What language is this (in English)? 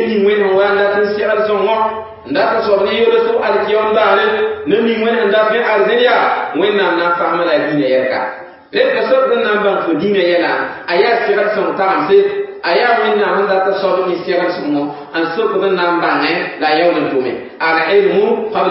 Mossi